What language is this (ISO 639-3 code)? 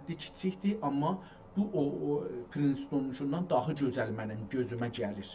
azb